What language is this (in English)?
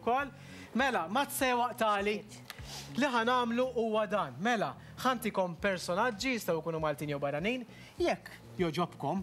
Maltese